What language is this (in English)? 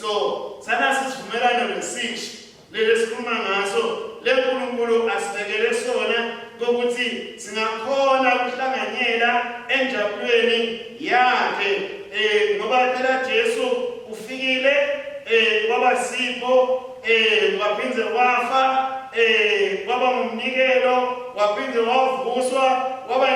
Swati